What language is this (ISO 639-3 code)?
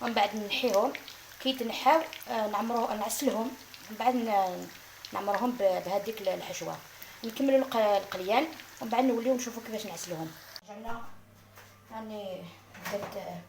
arq